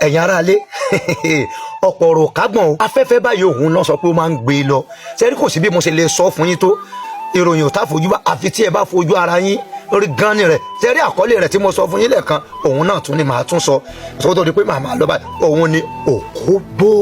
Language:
Yoruba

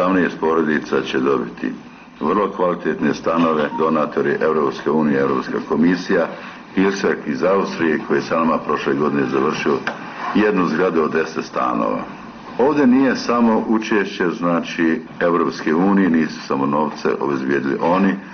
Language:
Bosnian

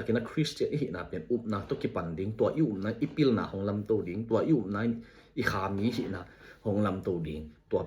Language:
Tedim Chin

